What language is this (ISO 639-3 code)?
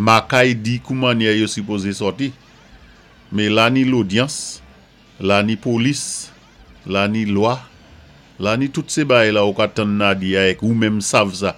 acf